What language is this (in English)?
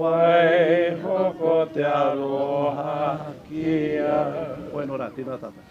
Māori